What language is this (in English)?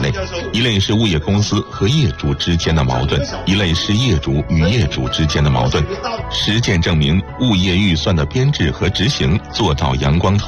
Chinese